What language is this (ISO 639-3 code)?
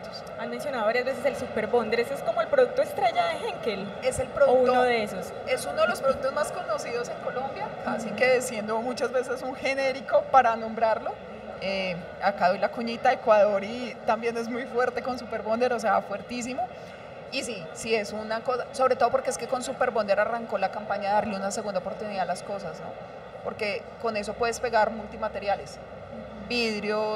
spa